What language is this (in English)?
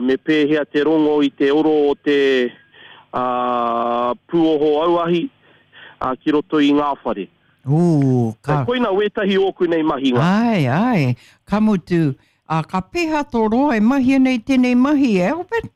Māori